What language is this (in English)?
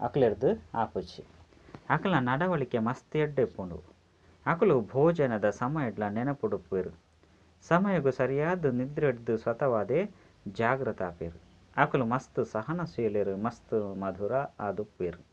Tulu